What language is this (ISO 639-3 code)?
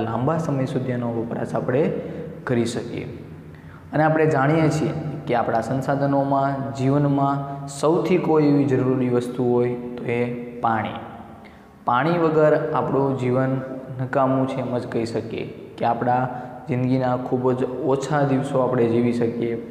guj